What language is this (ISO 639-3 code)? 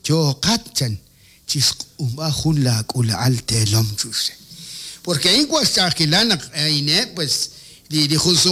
kek